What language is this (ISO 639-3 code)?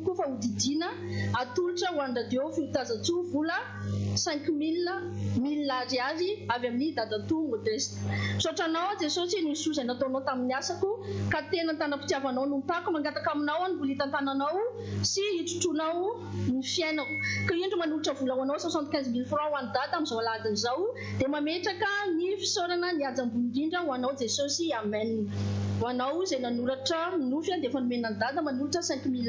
mlg